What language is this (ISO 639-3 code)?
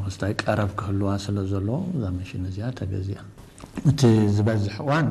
tir